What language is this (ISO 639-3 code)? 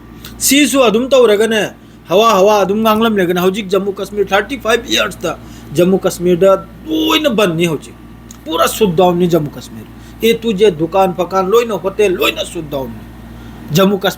mni